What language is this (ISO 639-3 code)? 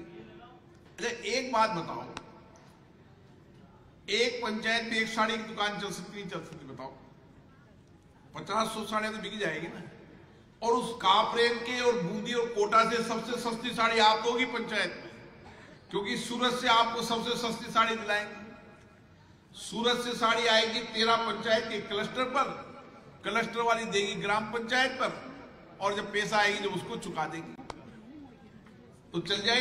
hin